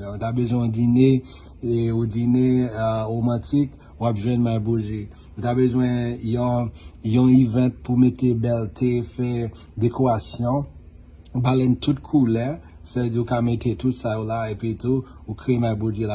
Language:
Haitian Creole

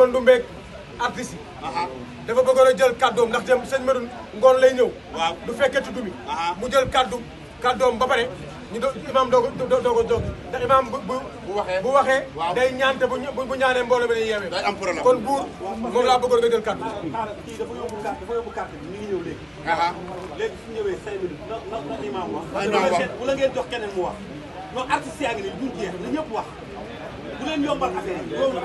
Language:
Wolof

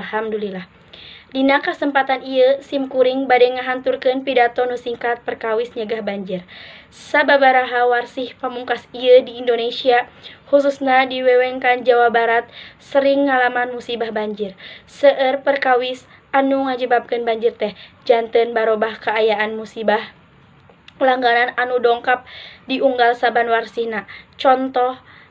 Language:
Sundanese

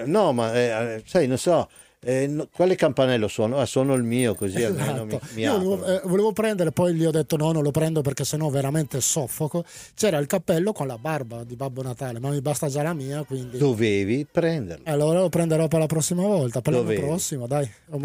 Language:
Italian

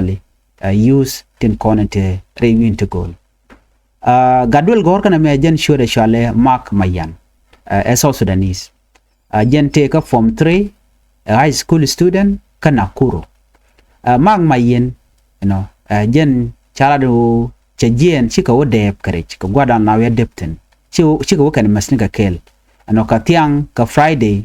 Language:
Nuer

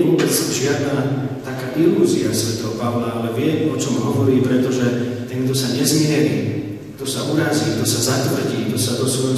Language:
Slovak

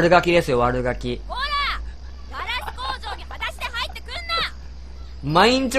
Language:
Japanese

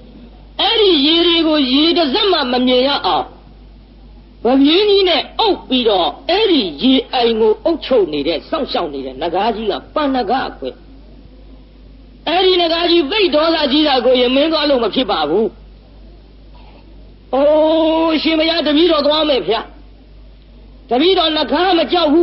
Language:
Burmese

